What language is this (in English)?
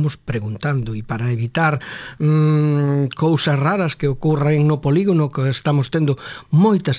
Galician